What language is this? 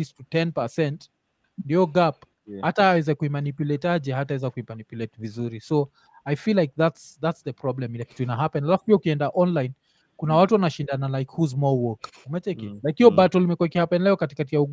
Swahili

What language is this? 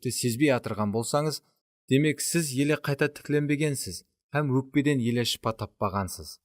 Kara-Kalpak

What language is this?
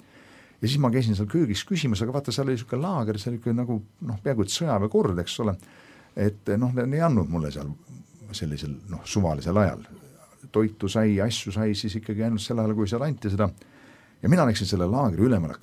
Estonian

